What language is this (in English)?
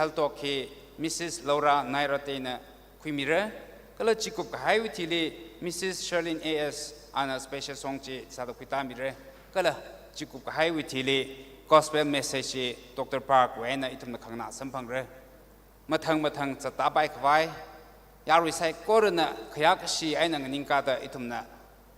Tangkhul Naga (India)